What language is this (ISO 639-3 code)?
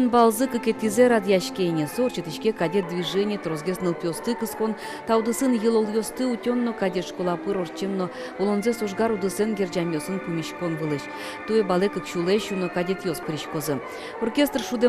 udm